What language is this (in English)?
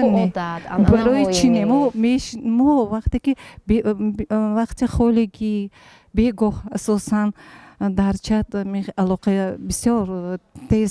Tajik